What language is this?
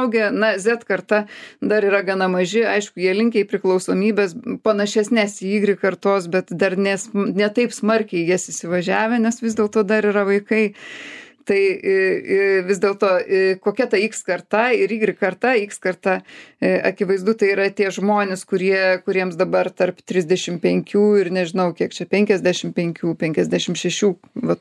Lithuanian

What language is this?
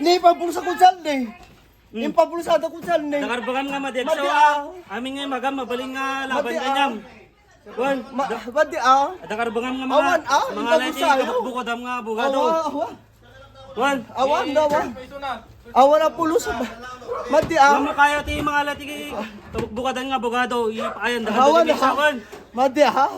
Iloko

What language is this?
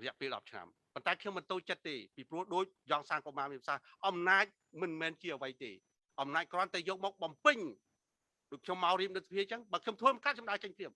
Khmer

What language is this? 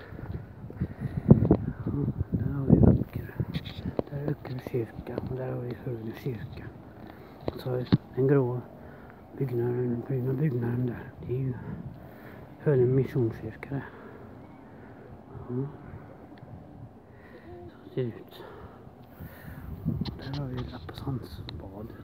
Swedish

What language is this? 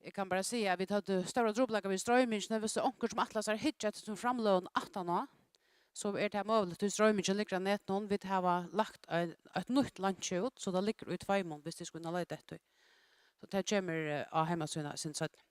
Faroese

